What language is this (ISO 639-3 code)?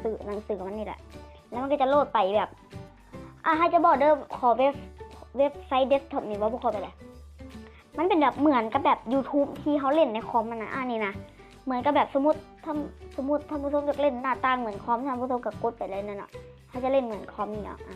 lao